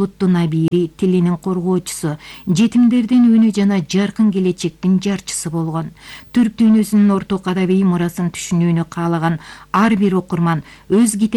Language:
Kyrgyz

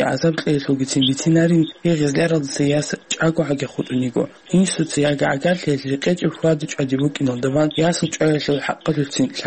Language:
Avaric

